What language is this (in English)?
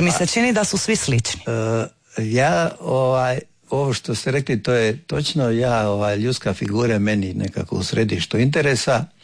Croatian